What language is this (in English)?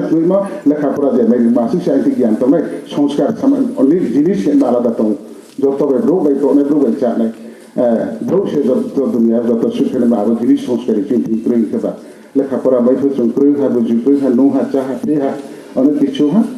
Riang (India)